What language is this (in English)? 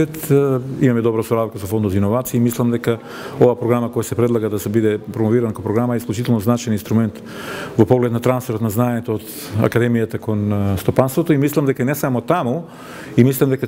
Macedonian